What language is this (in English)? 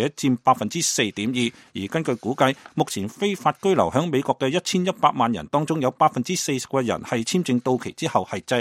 Cantonese